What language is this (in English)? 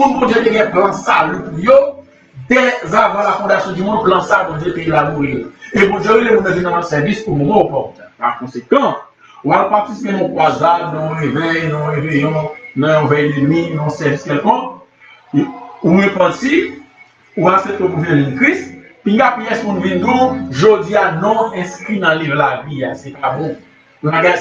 French